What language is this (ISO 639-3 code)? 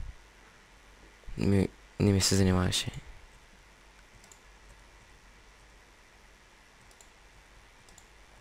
bul